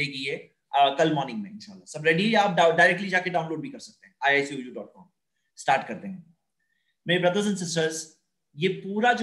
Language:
Urdu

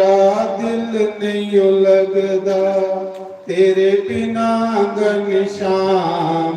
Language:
Dogri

